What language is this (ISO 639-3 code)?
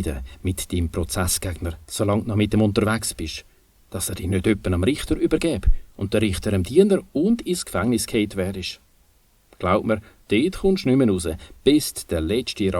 gsw